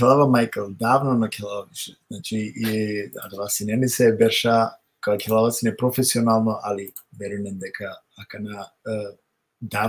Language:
Balkan Romani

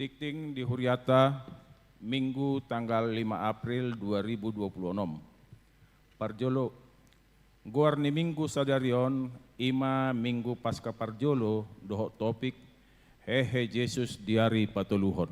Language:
Batak Toba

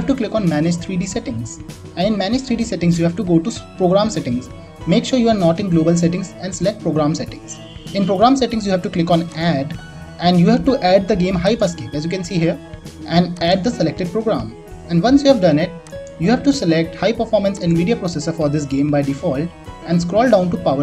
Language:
English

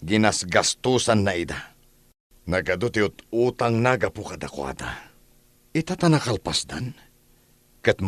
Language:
Iloko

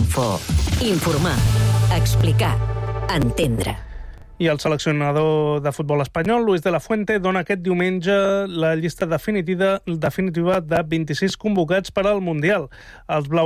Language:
Catalan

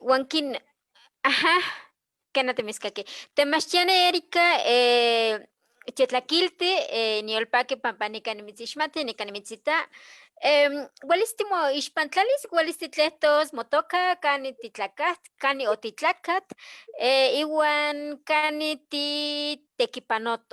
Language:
Eastern Huasteca Nahuatl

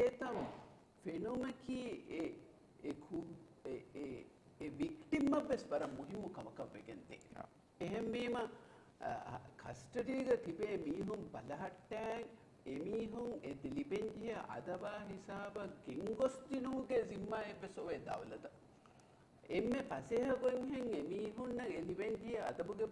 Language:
Divehi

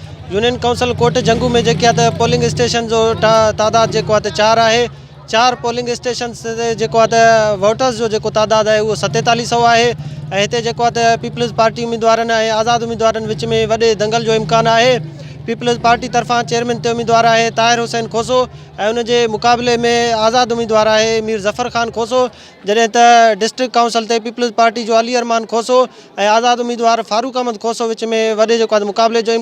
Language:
Sindhi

